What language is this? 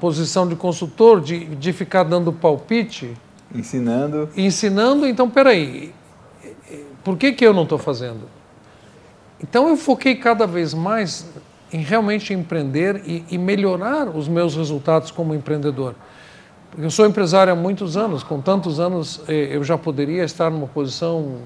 Portuguese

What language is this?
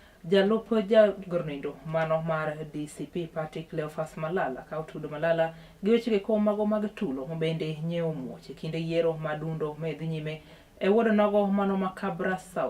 Luo (Kenya and Tanzania)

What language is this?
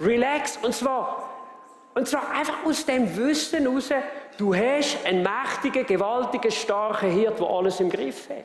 Swiss German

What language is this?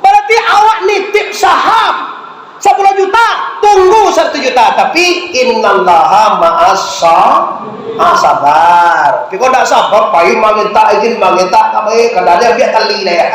Minangkabau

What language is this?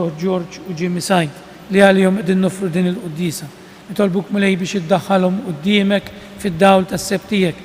Maltese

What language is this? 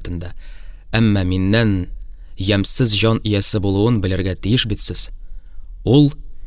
Tatar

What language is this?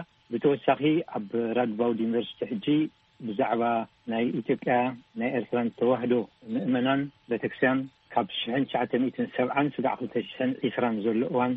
Tigrinya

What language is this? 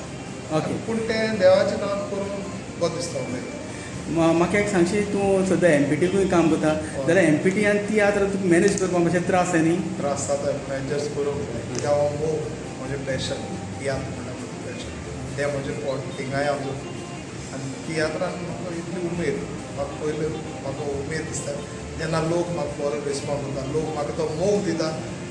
Konkani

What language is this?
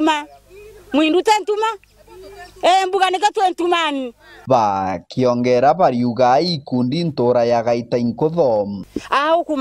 Meru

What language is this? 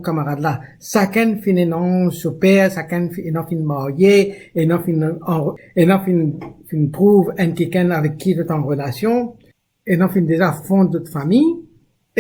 Morisyen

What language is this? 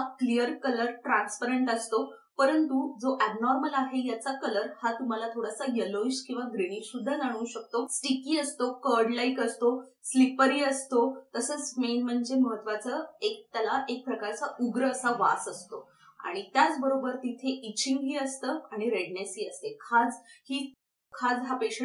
Marathi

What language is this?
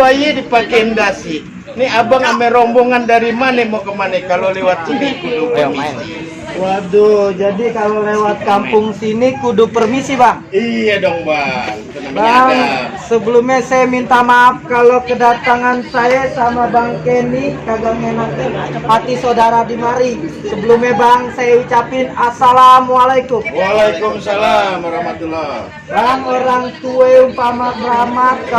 Betawi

